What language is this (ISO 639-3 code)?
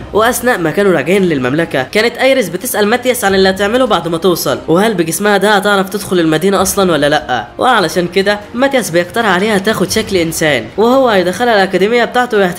arz